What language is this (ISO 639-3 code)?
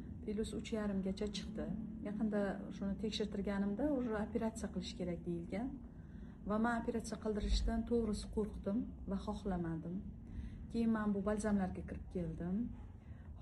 uzb